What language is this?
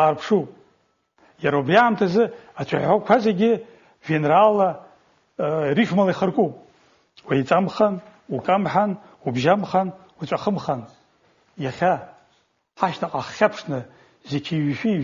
Abkhazian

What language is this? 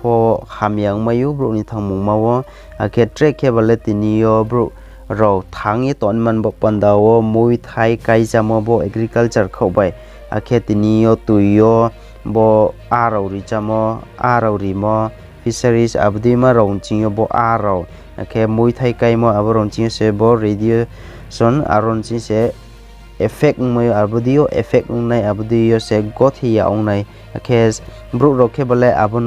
Riang (India)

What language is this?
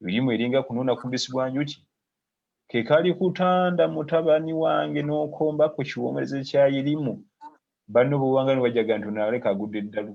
Ganda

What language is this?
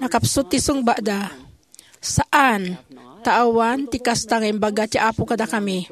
Iloko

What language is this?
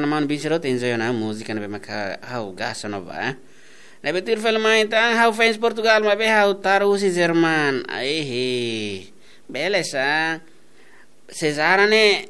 Tetum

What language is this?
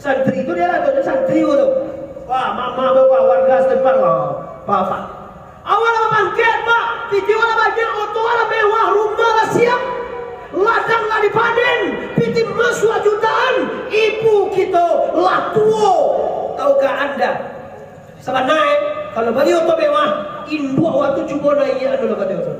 Minangkabau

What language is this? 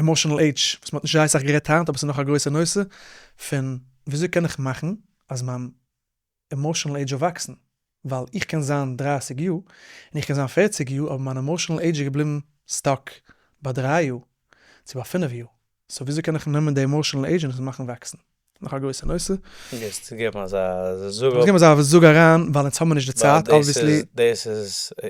Yiddish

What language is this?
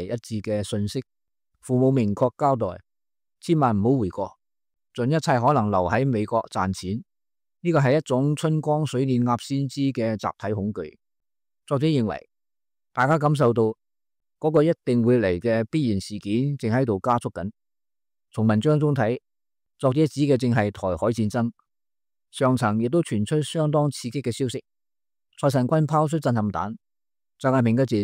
Cantonese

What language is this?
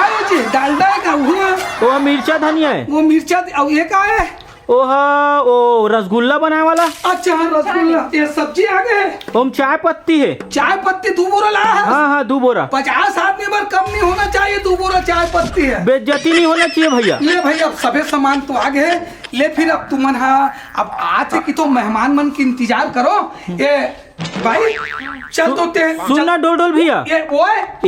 Chhattisgarhi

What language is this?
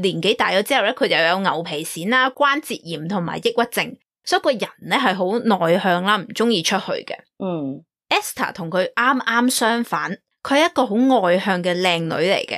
Cantonese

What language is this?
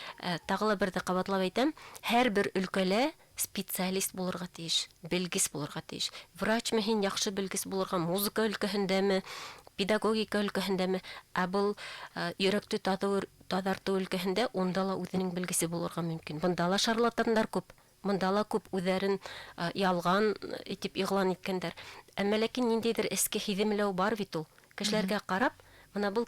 Bashkir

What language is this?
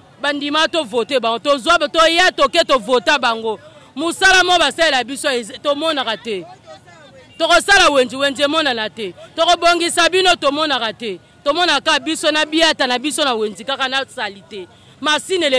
Lingala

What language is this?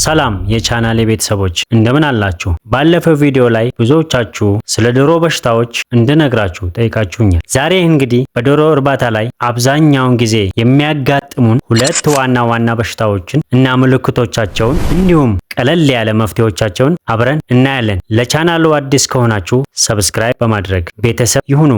Amharic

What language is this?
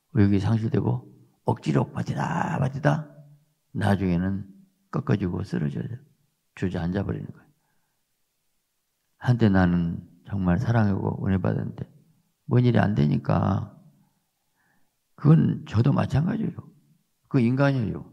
Korean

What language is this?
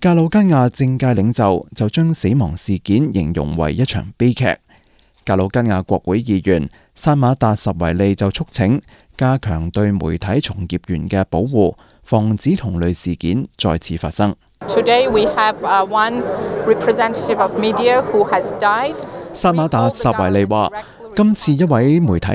Cantonese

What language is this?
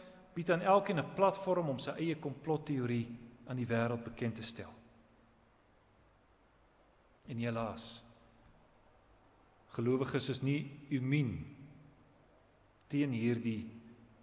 Afrikaans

